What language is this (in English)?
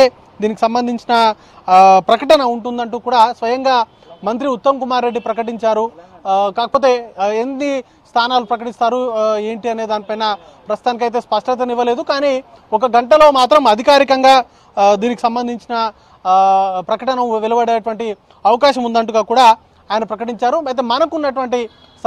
Telugu